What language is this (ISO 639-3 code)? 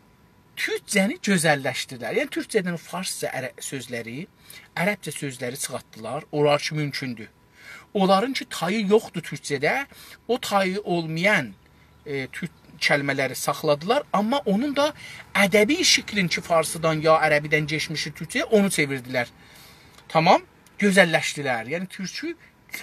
azb